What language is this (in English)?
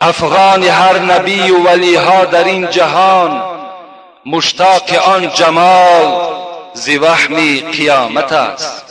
Tajik